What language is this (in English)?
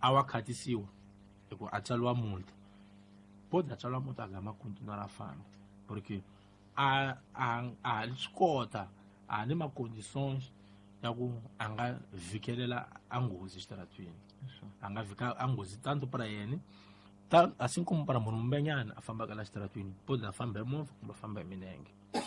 Tsonga